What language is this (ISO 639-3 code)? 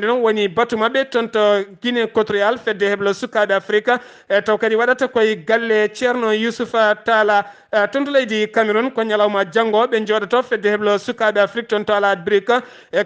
ful